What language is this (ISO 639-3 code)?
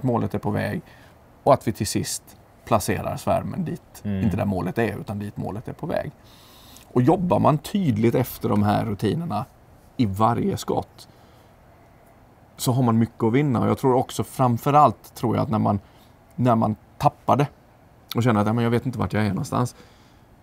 swe